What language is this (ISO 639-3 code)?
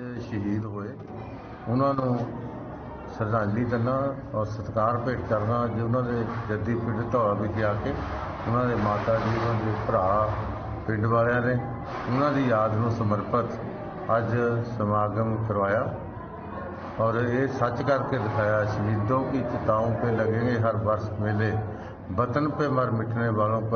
pan